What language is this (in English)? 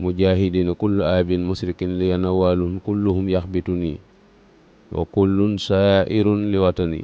Wolof